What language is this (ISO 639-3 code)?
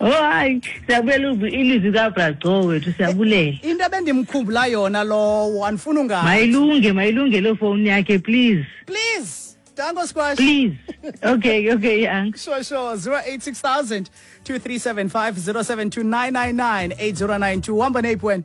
xho